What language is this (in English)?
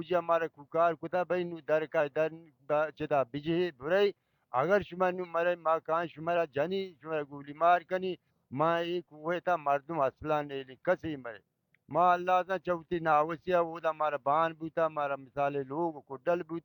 Baluchi